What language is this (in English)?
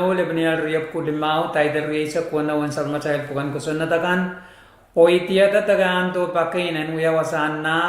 Pohnpeian